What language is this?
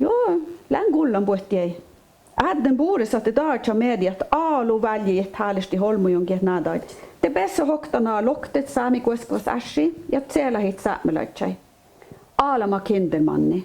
Northern Sami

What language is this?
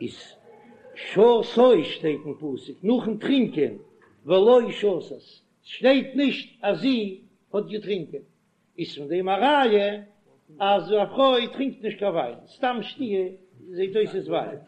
Yiddish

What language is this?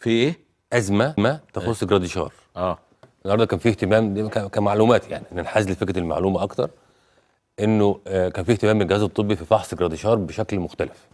Egyptian Arabic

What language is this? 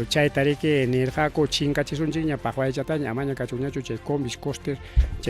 Ayacucho Quechua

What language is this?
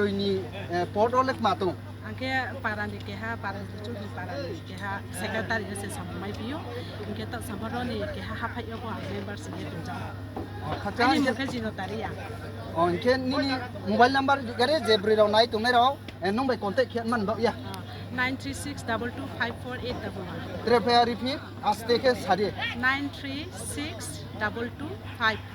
Riang (India)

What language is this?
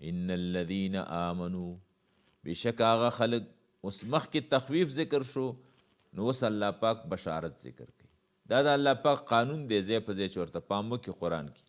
Pashto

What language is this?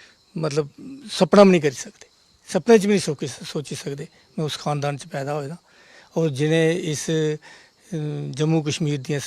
Dogri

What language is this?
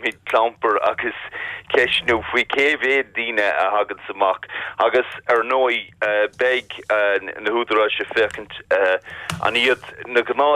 Irish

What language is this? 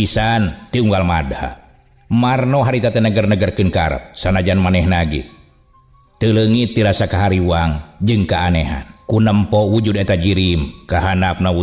Sundanese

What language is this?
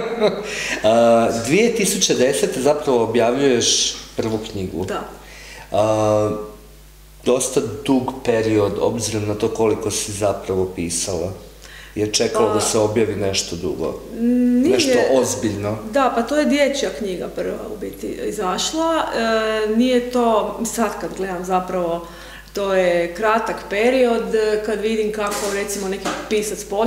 Croatian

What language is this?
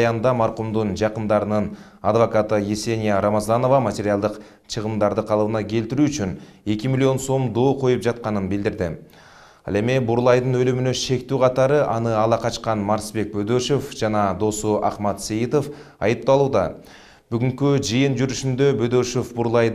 Kyrgyz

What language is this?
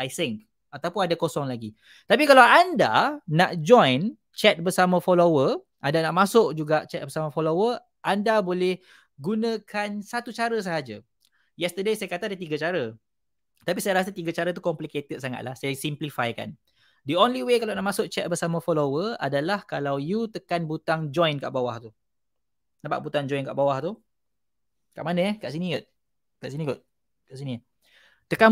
Malay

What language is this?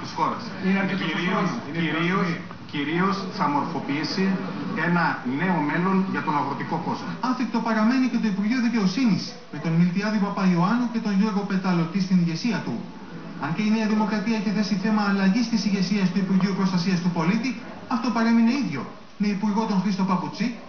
Greek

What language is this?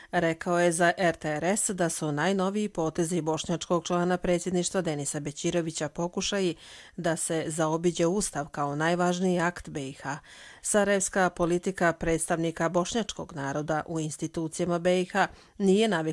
Croatian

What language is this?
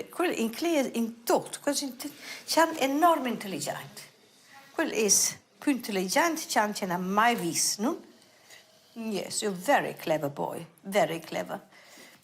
Romansh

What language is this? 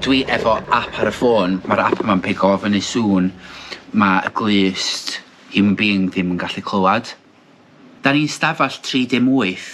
Welsh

